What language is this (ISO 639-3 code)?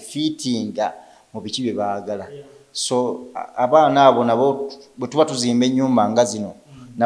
lug